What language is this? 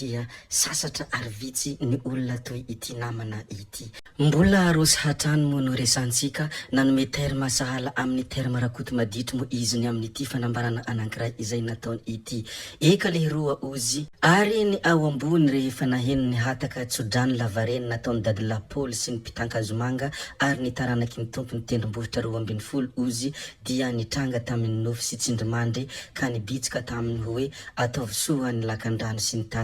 Malagasy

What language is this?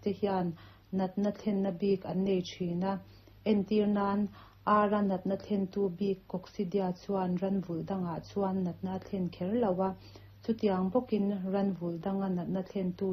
Mizo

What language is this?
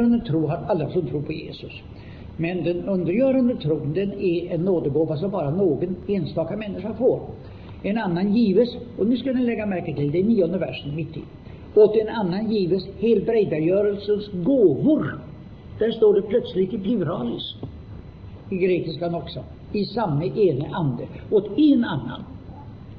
Swedish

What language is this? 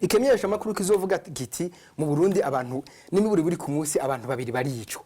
Rundi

